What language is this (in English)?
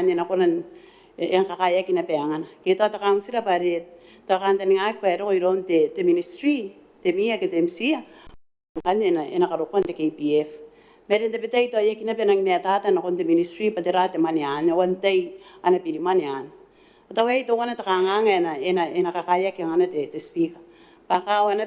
Gilbertese